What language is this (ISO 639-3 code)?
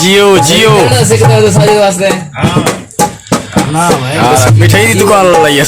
skr